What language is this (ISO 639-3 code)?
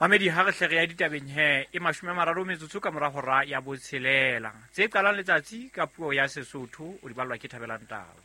sot